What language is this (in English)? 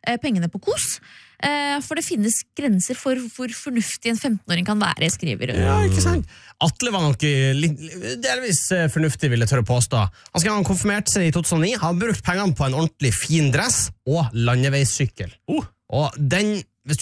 Norwegian